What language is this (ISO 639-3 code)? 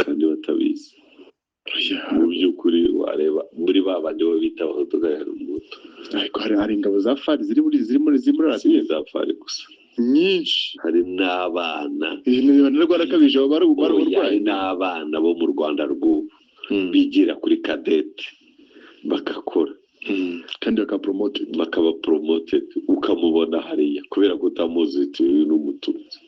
kin